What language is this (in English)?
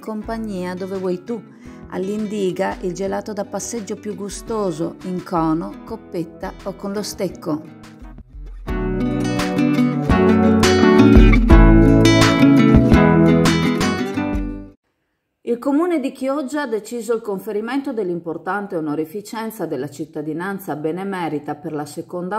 Italian